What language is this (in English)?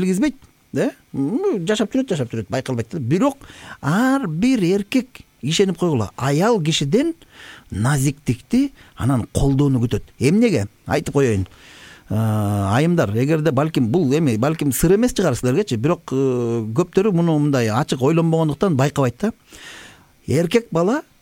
Kyrgyz